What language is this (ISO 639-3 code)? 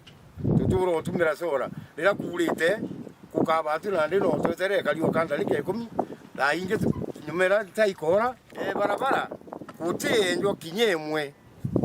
mer